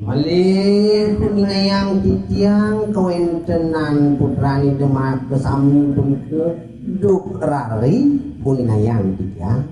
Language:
Balinese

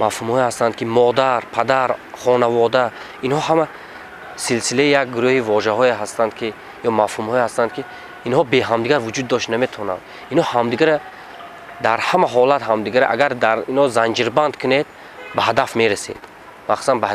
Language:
Tajik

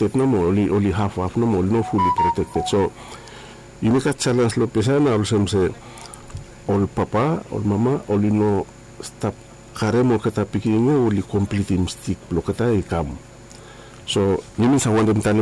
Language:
Bislama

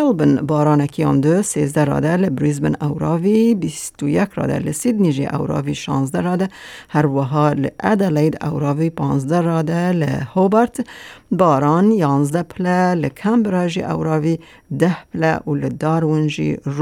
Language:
Kurdish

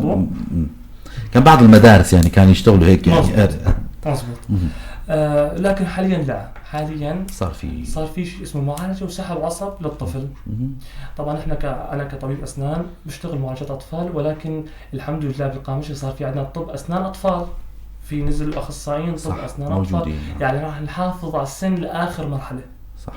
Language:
North Levantine Arabic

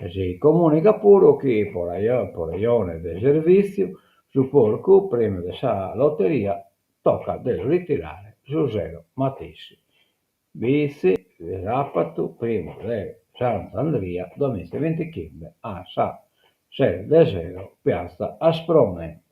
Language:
Sardinian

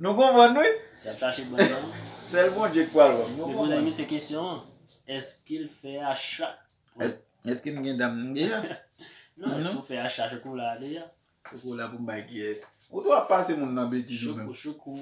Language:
Haitian Creole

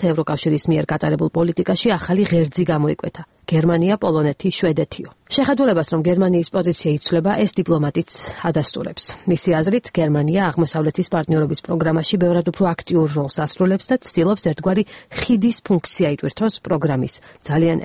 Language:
Georgian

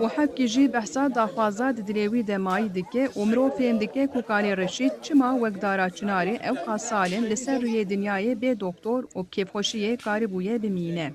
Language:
Kurdish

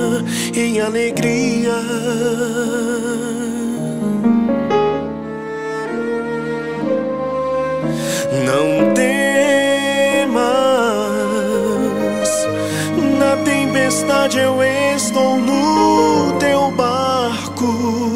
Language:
Portuguese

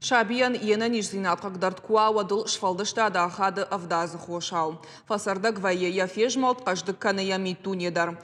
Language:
Ossetic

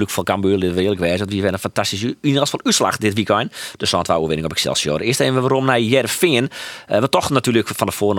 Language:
Western Frisian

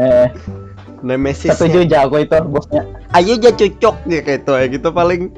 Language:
Banjar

